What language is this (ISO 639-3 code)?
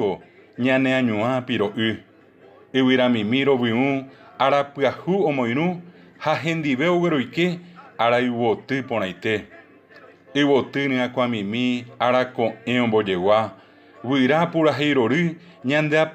grn